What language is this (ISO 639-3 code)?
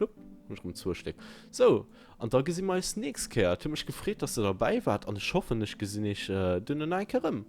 ltz